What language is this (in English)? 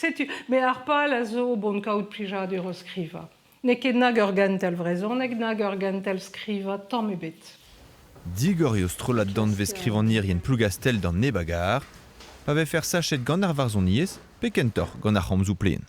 Breton